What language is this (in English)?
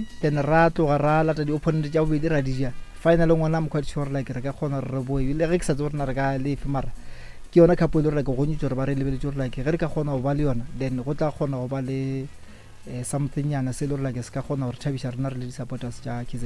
Northern Sotho